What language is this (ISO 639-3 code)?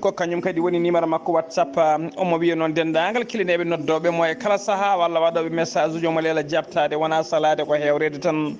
ful